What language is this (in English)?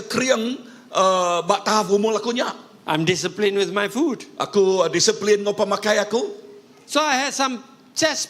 Iban